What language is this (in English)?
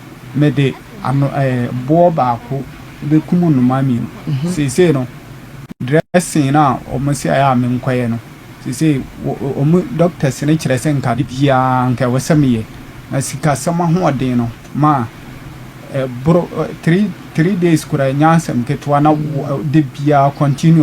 Akan